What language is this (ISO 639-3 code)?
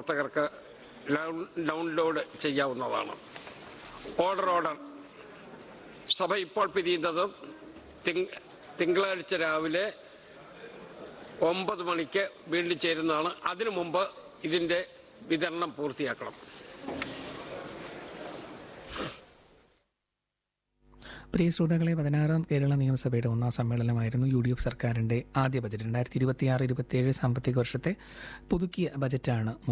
mal